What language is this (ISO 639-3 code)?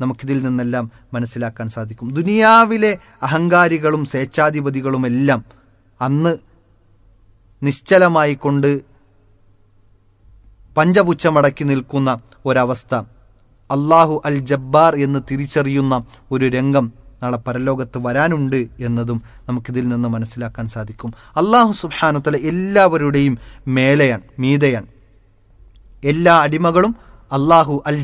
mal